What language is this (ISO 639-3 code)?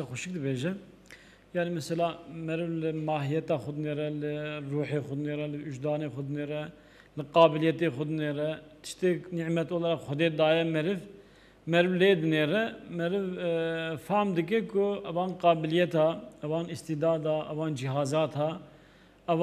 kur